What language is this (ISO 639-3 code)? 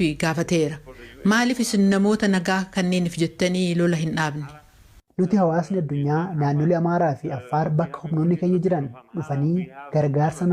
orm